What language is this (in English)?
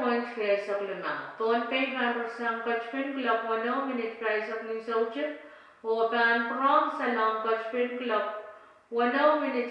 Pohnpeian